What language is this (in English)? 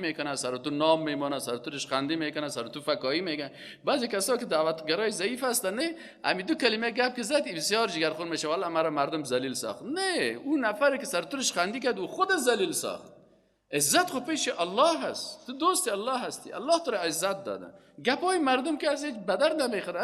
Persian